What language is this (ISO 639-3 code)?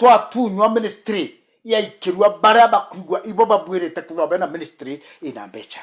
mer